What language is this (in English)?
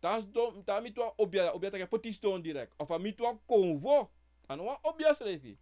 Sranan Tongo